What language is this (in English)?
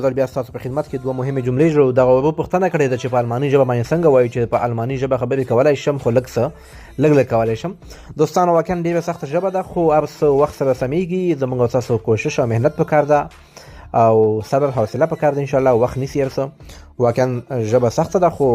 Pashto